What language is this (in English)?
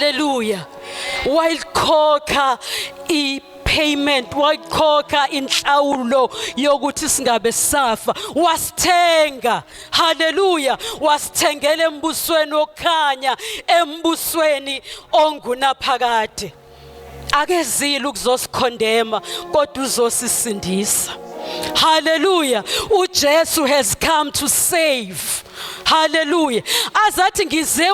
Zulu